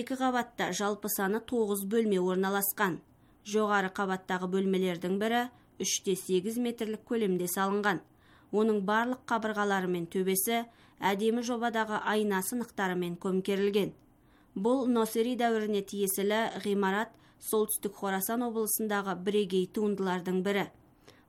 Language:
Kazakh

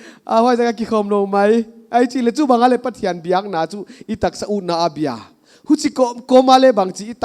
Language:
Paite Chin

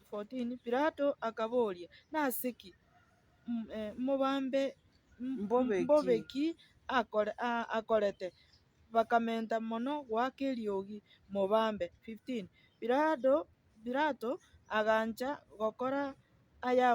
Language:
Gusii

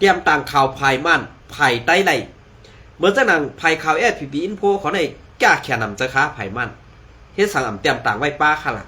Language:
Shan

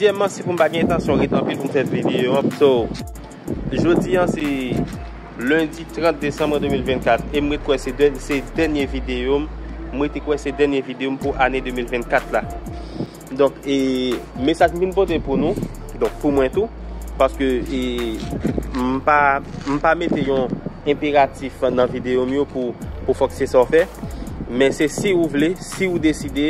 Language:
Haitian Creole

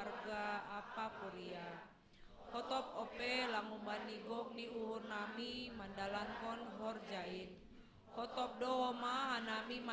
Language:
Batak Simalungun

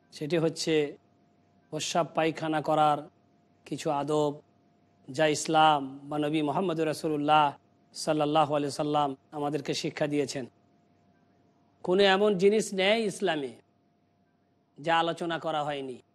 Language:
Bangla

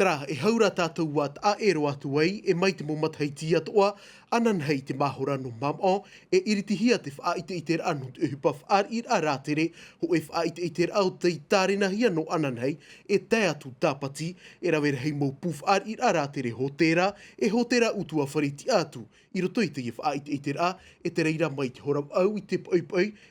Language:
Tahitian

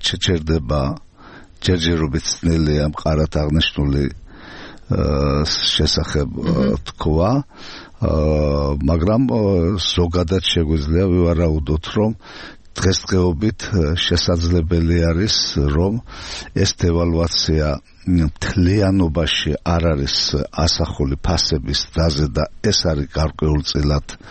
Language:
Georgian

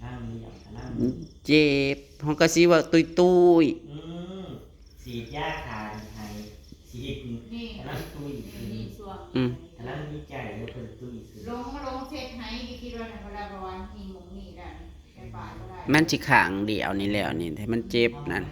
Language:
Northeastern Thai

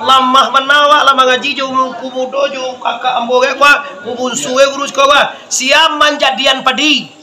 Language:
Minangkabau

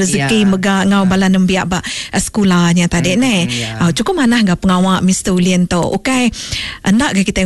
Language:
Iban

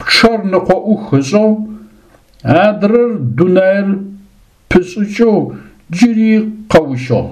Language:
Adyghe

